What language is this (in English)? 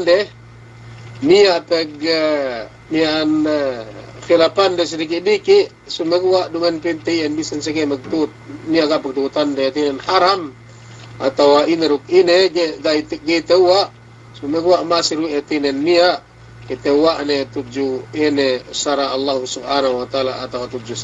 Yakan